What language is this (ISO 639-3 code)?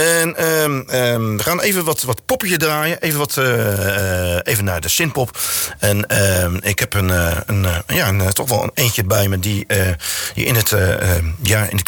nld